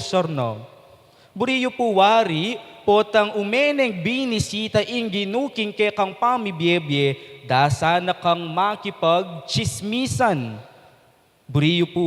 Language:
Pampanga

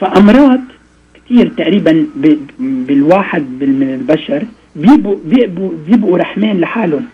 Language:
North Levantine Arabic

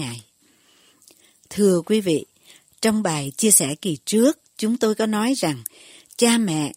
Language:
Vietnamese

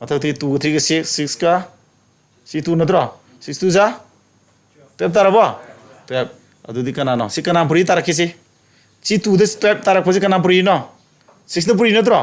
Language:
Manipuri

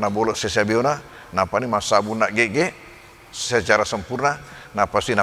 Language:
Buginese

